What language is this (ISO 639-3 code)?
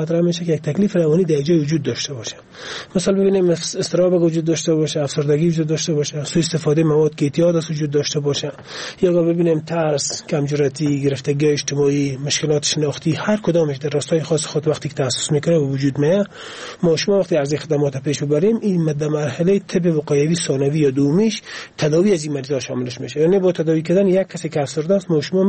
fas